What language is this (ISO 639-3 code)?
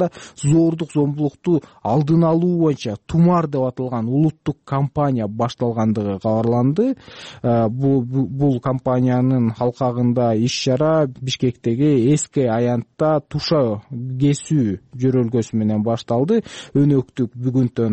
kir